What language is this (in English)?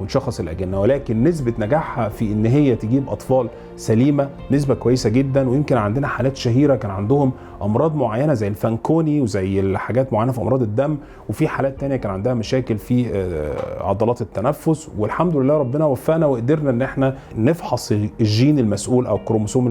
Egyptian Arabic